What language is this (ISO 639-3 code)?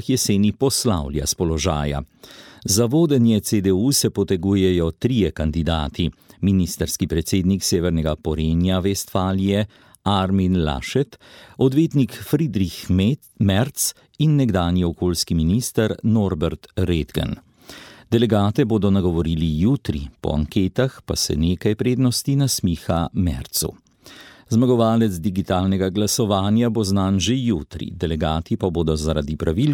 slv